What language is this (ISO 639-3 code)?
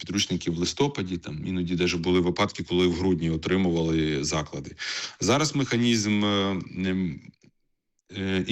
ukr